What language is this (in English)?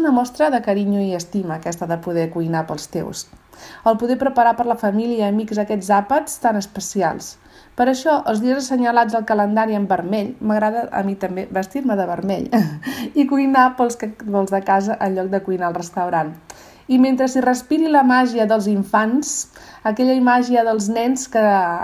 Catalan